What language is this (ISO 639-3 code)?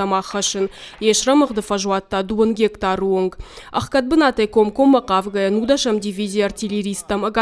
oss